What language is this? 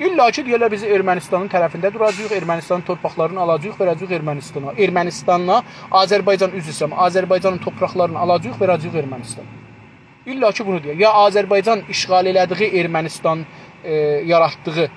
South Azerbaijani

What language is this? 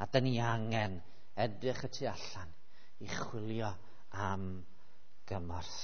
Welsh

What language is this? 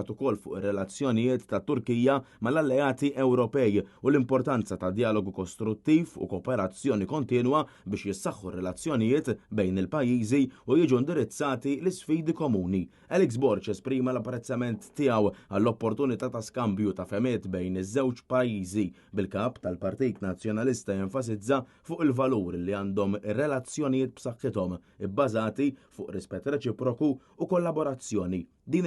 Maltese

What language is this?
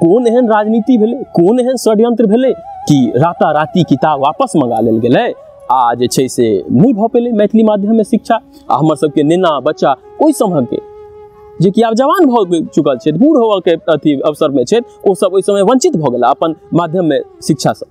Maithili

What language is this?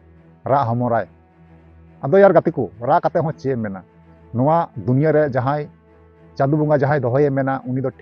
Santali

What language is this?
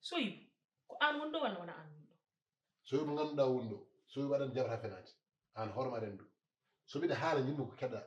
Fula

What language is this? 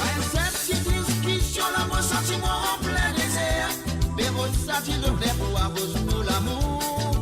Morisyen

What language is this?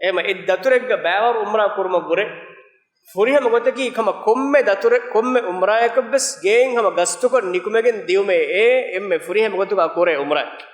Divehi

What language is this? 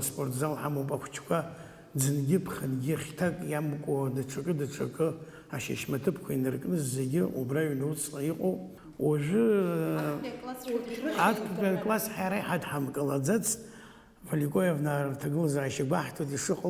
Abkhazian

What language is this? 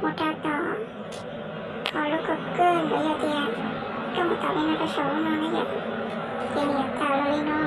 Hmong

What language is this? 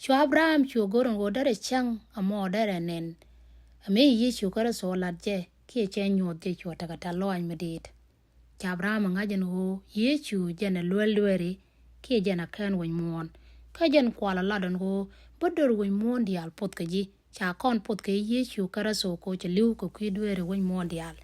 Nuer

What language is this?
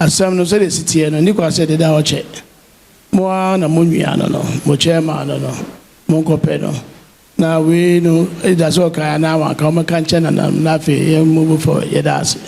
Akan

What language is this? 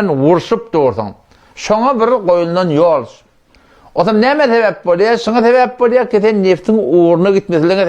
Turkmen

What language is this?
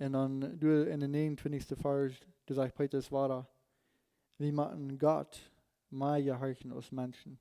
Plautdietsch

